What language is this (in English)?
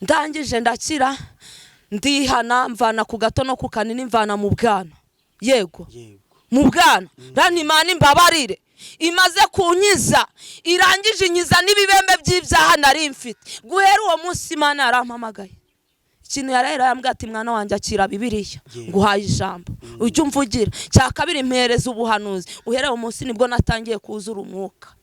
Kinyarwanda